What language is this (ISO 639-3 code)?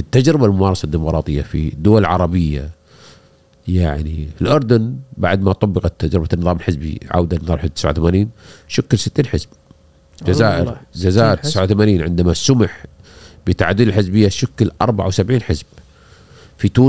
afb